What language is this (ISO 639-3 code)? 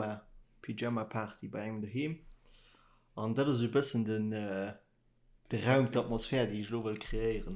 ltz